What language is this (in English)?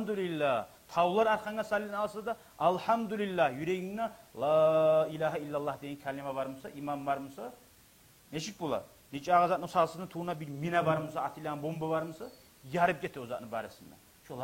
Kumyk